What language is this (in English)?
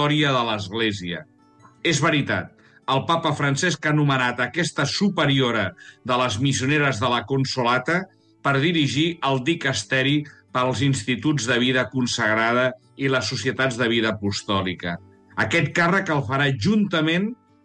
Catalan